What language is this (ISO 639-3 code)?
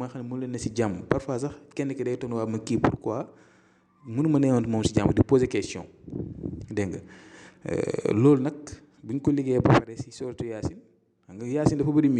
wol